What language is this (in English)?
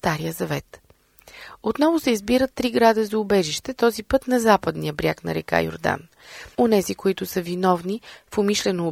Bulgarian